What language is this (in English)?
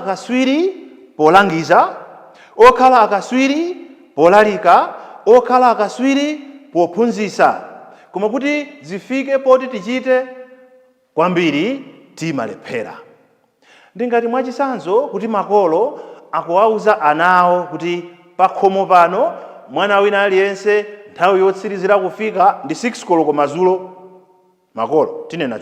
Nyanja